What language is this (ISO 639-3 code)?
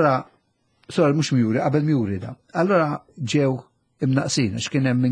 mlt